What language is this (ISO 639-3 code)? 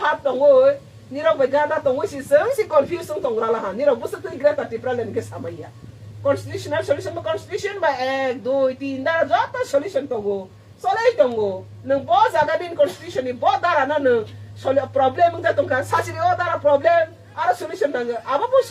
trp